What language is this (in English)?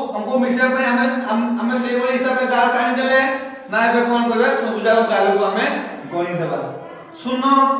Odia